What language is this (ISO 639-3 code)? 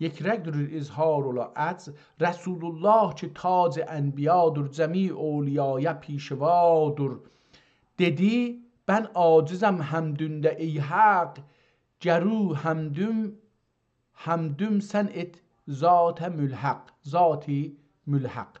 azb